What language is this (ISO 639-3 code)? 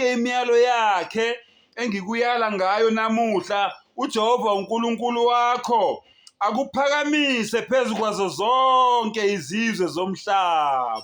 zul